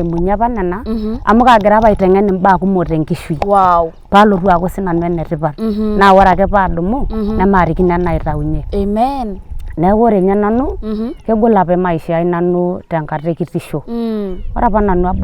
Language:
Masai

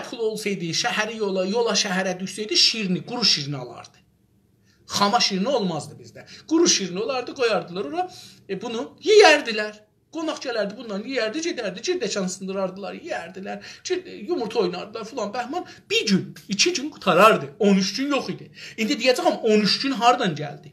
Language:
South Azerbaijani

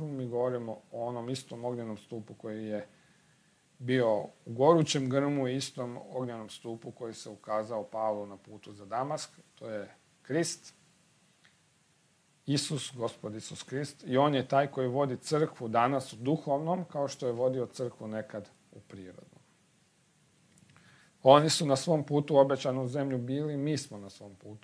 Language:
Croatian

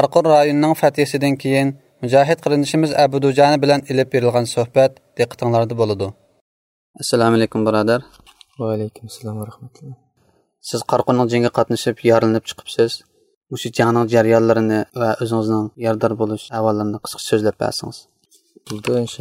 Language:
Uyghur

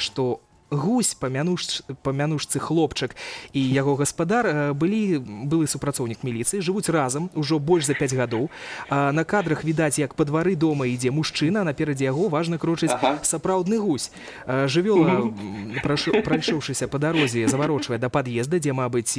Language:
Belarusian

